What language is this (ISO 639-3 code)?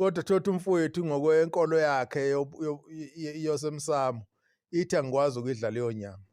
zul